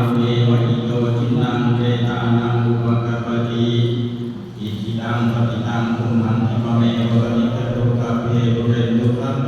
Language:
Pali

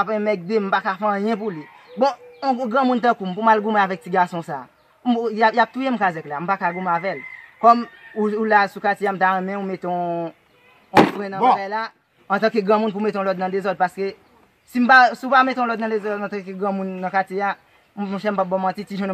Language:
Haitian Creole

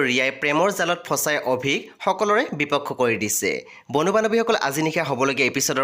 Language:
Assamese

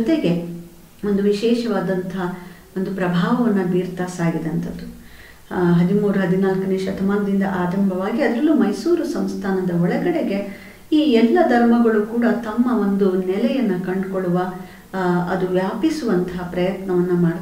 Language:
Kannada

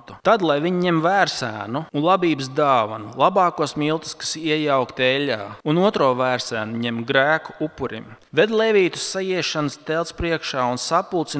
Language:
Latvian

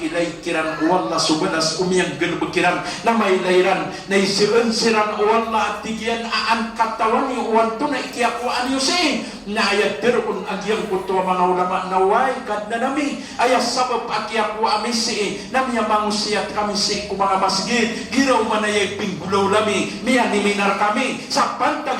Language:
Maranao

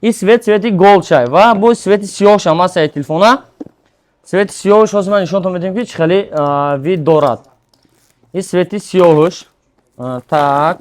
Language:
Tajik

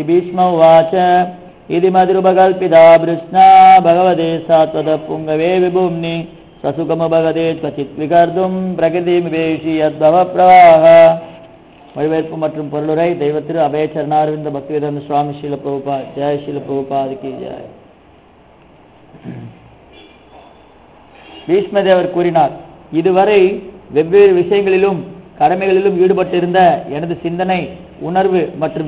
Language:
Tamil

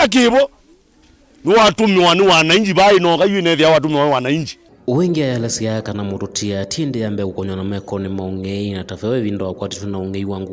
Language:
Kamba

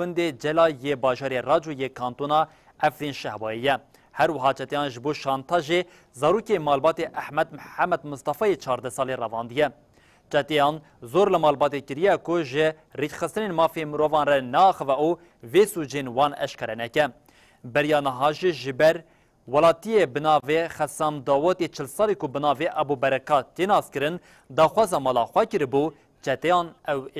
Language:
Kurdish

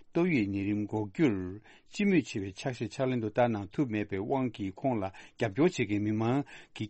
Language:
Tibetan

